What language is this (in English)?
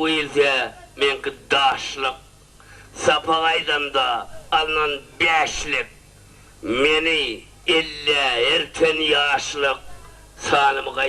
Turkmen